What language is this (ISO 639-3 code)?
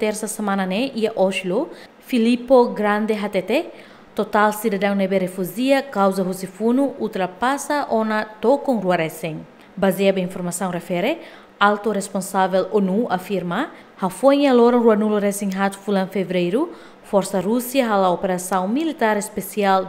tet